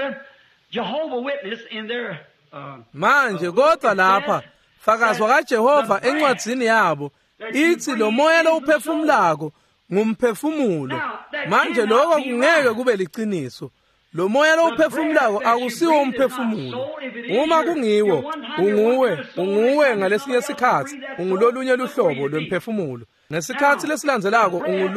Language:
Swati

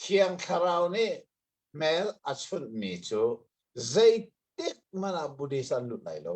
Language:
Hakha Chin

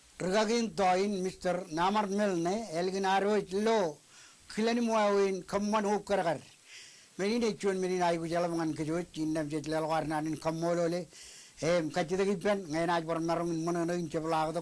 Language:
Marshallese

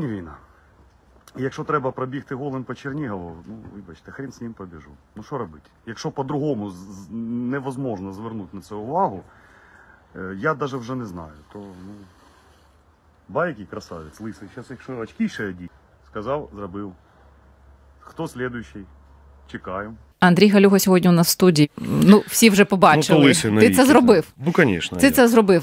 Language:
Ukrainian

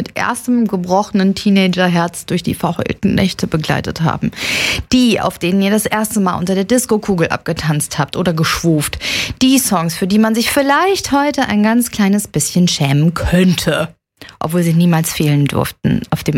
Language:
German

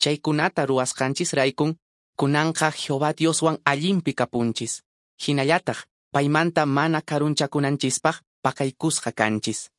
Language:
Quechua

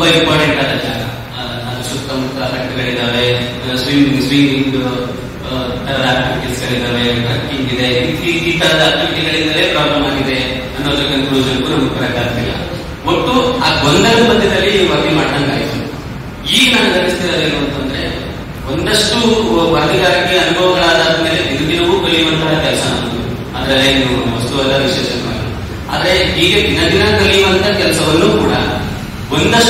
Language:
Kannada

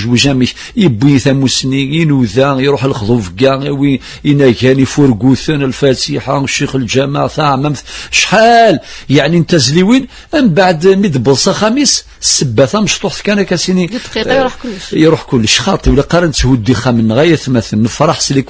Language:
Kabyle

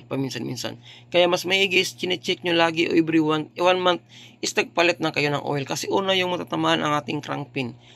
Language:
Filipino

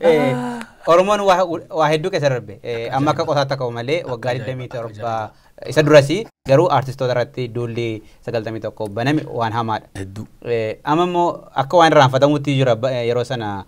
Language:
Oromo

